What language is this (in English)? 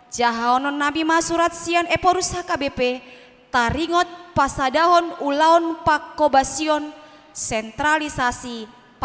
Batak Toba